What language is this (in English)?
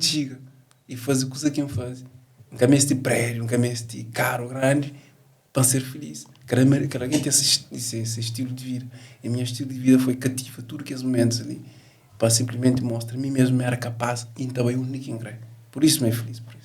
Kabuverdianu